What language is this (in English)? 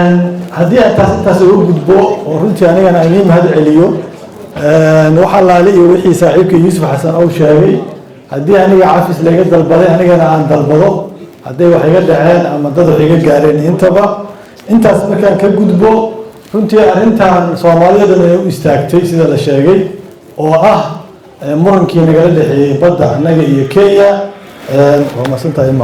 Somali